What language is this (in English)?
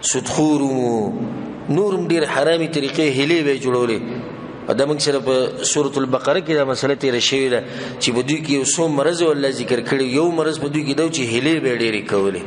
Pashto